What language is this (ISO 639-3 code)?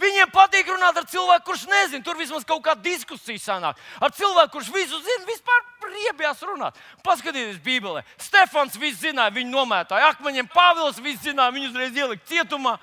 lav